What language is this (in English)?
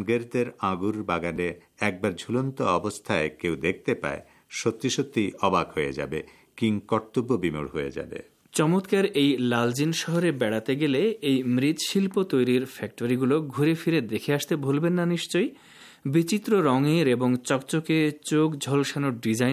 Bangla